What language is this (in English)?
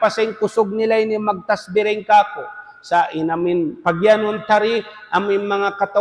Tausug